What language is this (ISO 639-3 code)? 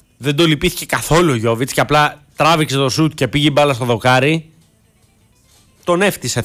ell